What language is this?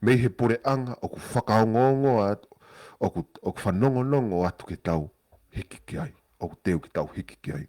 Tongan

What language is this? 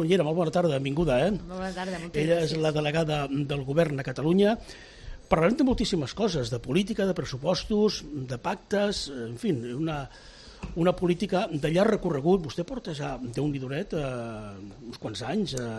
Catalan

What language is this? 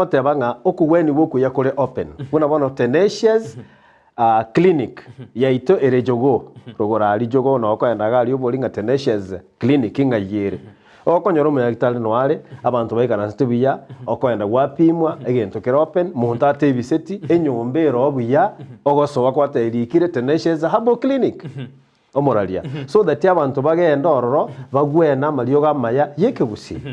Gusii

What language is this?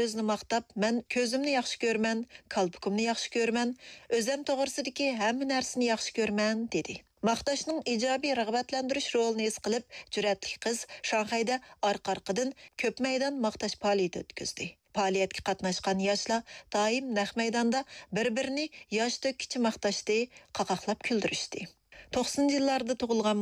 Uyghur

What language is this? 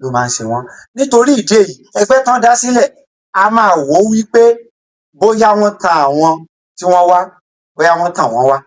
Yoruba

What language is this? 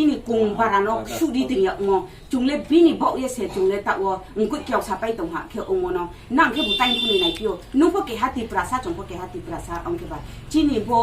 Riang (India)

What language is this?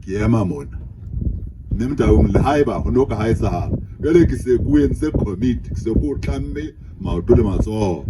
Southern Sotho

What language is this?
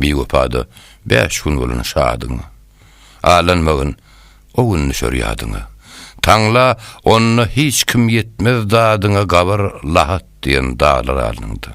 Turkmen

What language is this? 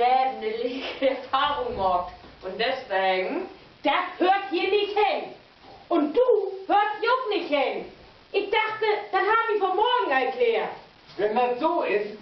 Low German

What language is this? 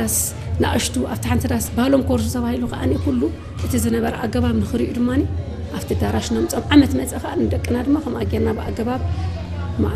Tigrinya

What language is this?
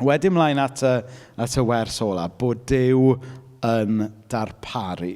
Welsh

